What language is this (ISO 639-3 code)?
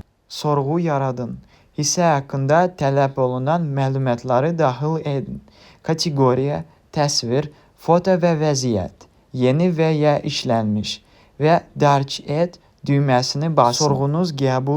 aze